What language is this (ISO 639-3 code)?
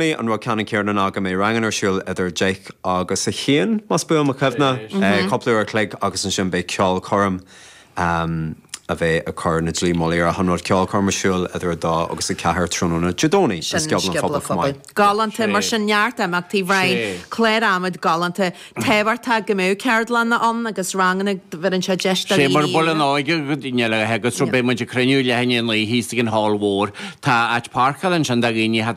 gle